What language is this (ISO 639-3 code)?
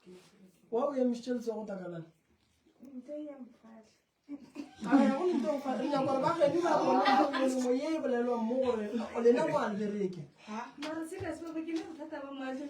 nso